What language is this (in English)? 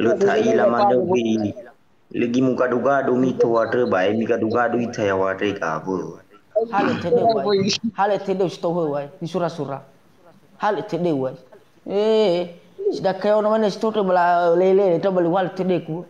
Nias